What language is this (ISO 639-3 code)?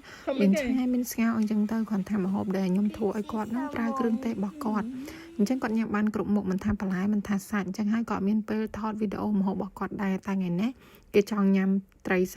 khm